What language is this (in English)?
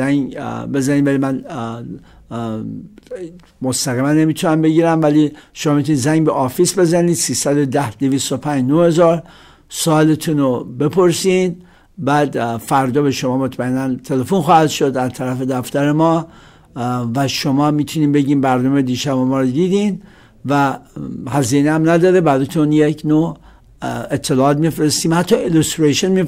Persian